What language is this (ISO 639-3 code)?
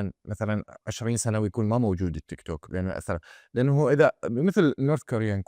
acm